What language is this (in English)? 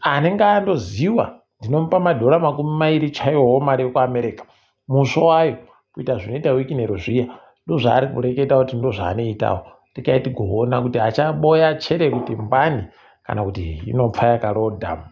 Ndau